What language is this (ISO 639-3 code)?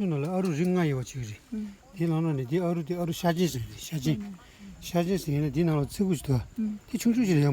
bod